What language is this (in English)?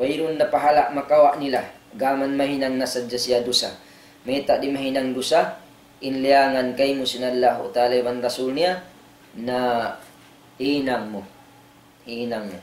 Tausug